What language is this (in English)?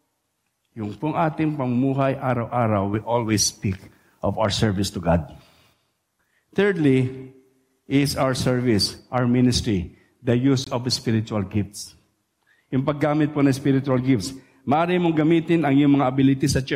Filipino